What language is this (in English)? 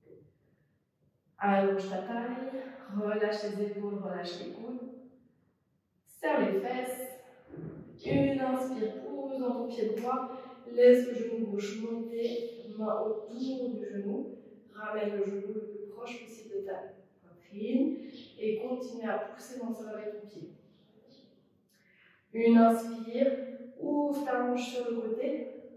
French